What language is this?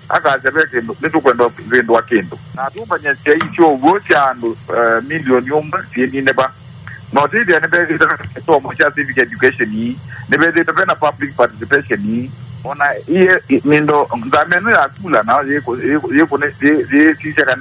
Kamba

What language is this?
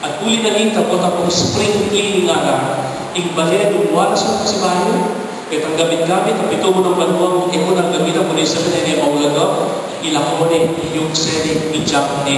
Pampanga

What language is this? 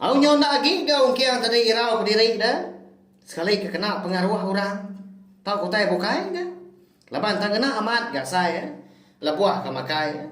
Iban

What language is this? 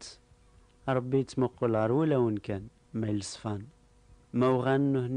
Kabyle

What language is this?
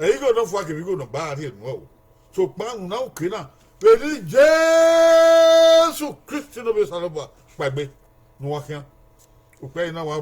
Bini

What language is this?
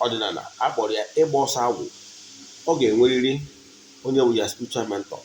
Igbo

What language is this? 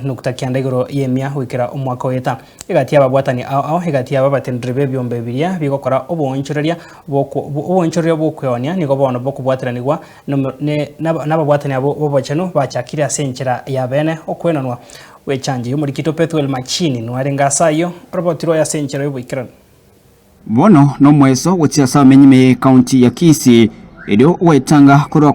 Gusii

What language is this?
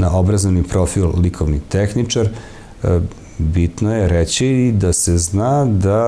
Serbian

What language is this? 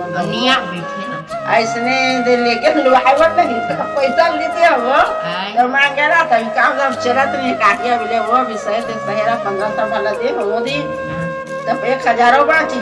Chhattisgarhi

